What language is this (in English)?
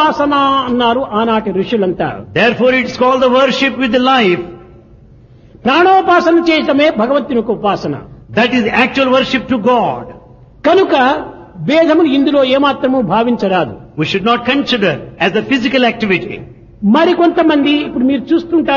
Telugu